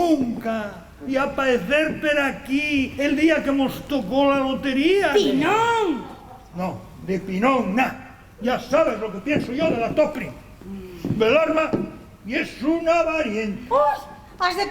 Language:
Asturian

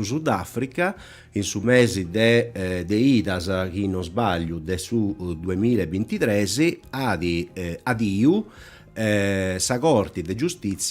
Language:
Sardinian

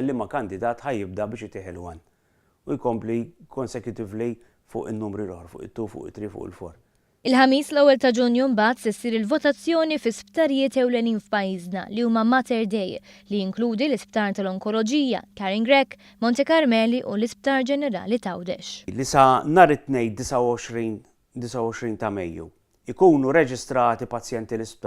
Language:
Maltese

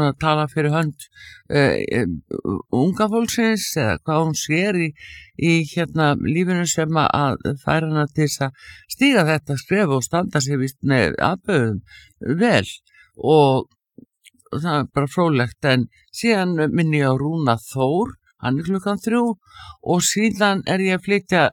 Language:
Icelandic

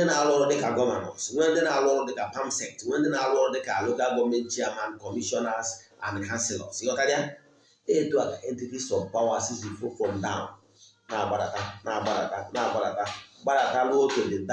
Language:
Igbo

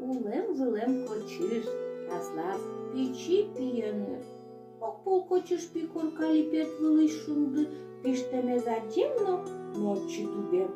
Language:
Udmurt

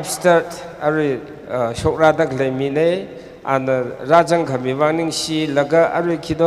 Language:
Tangkhul Naga (India)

